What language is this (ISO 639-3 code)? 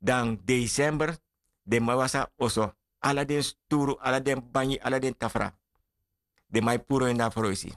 srn